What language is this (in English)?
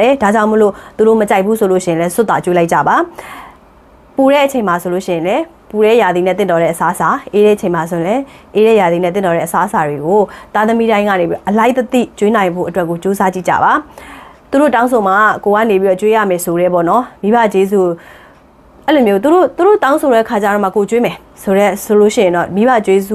Burmese